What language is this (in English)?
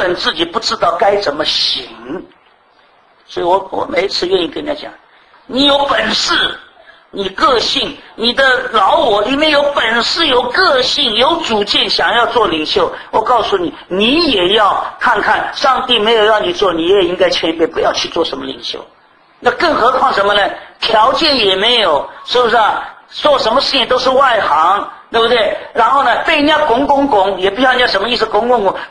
Chinese